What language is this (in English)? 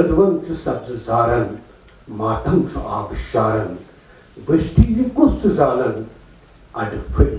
Kashmiri